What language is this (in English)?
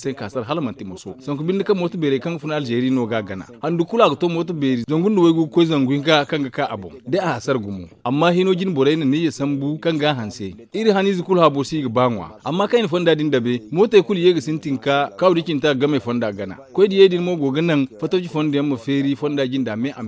Zarma